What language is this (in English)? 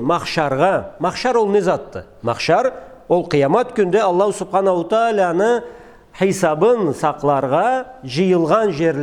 Karachay-Balkar